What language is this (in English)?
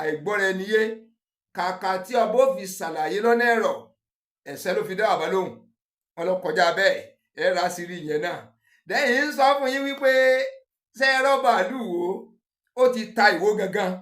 Yoruba